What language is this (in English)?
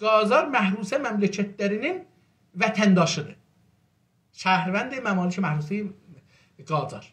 South Azerbaijani